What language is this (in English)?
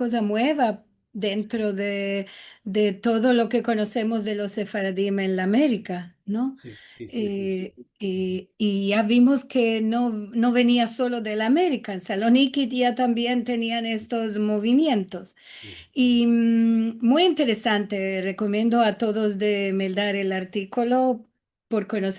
Ladino